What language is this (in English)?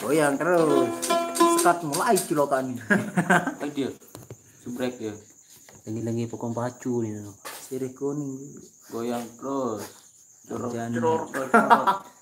Sasak